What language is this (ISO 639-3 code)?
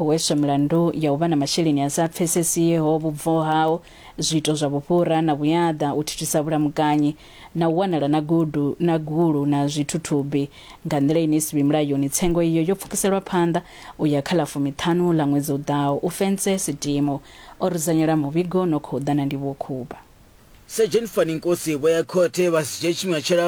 ven